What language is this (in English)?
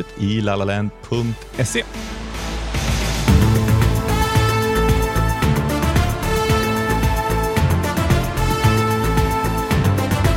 Norwegian